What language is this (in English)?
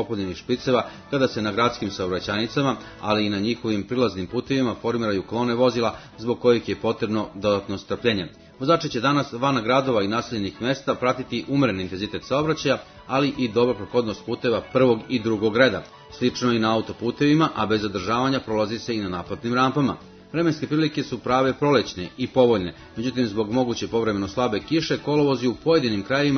Serbian